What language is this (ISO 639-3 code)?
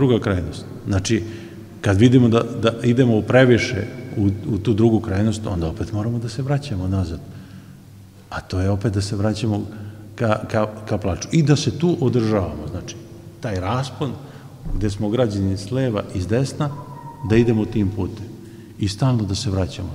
srp